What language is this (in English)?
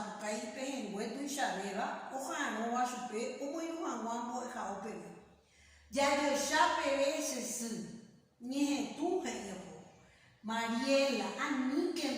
Guarani